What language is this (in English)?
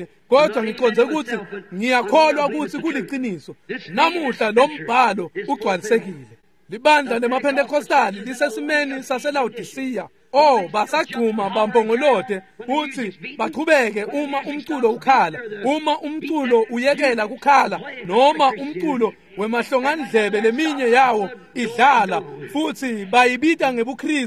Swati